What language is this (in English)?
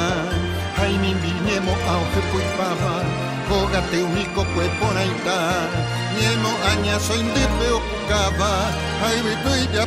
Guarani